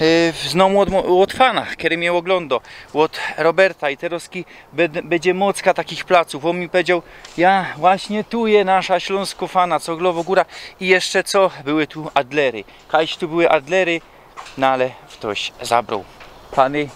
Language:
Silesian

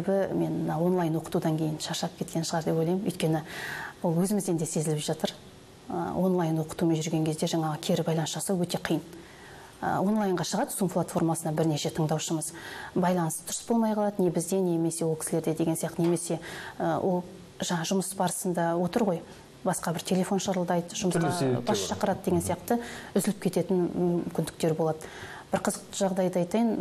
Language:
Kazakh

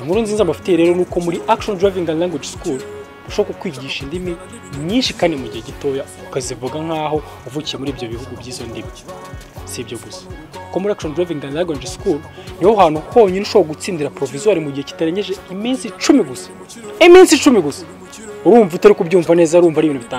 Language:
Kinyarwanda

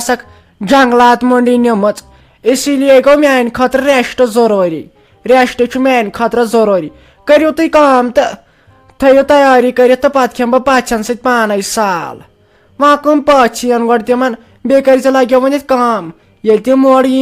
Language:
Kashmiri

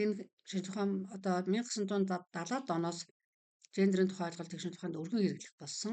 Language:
Mongolian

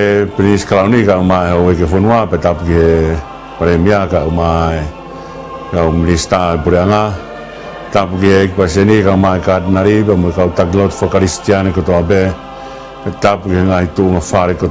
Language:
Tongan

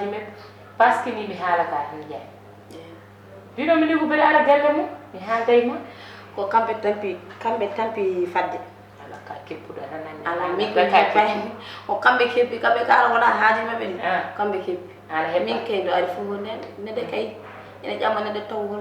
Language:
Fula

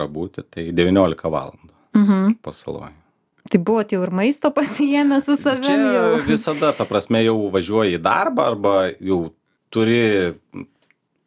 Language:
Lithuanian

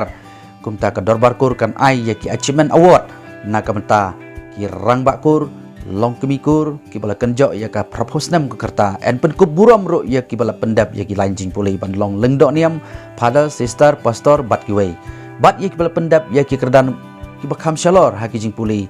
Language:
Khasi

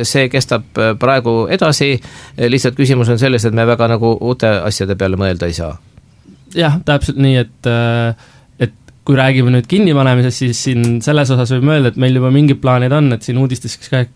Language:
Estonian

